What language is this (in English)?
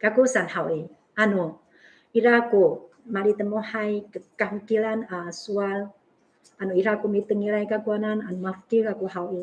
Amis